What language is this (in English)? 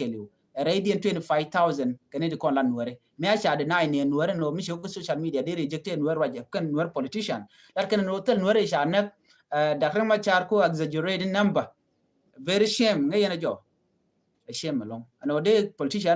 Nuer